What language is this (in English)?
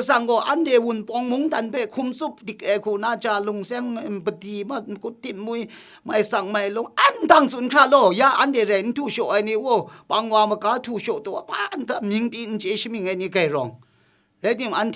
Kachin